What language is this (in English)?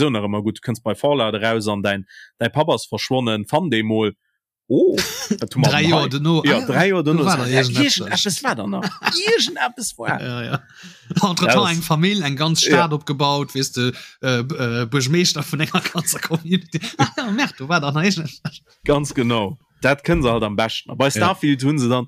Luxembourgish